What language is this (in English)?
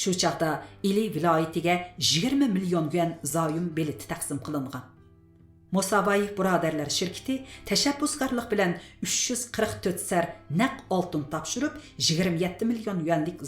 Uyghur